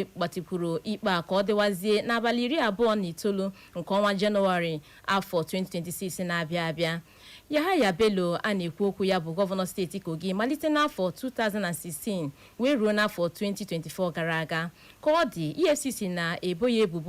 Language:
Igbo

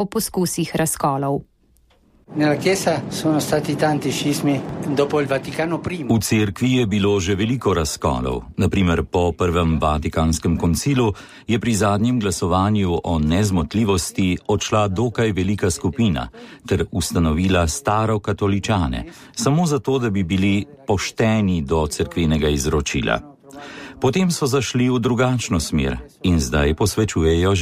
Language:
Slovenian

